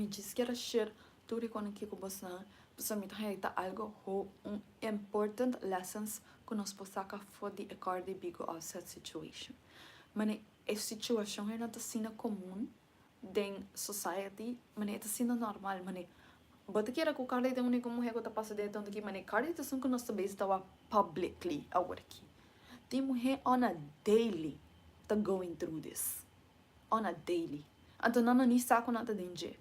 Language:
Papiamento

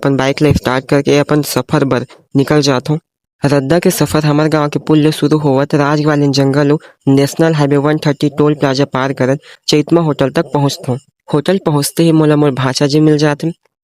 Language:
Chhattisgarhi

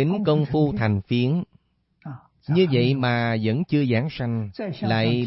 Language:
Vietnamese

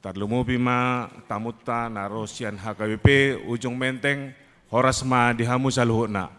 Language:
Batak Toba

